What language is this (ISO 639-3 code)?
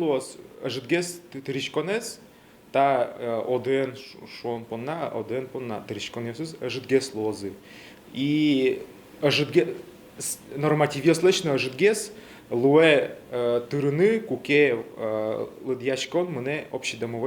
udm